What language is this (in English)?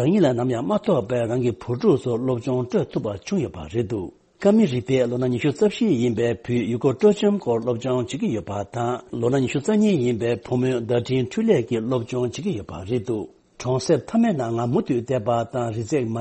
Tibetan